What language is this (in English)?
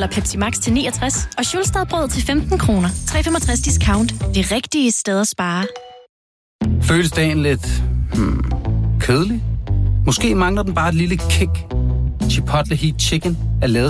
Danish